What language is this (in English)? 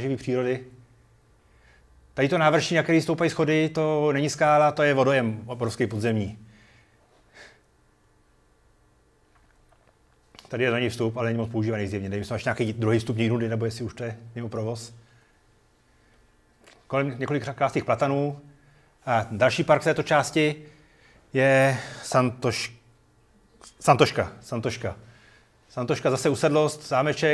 Czech